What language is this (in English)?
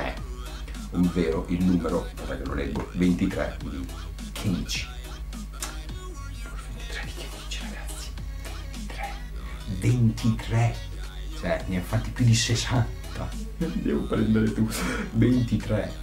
Italian